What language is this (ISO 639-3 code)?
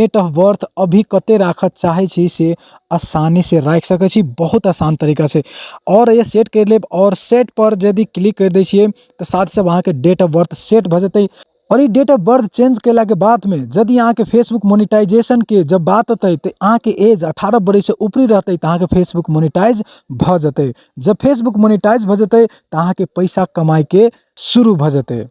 mai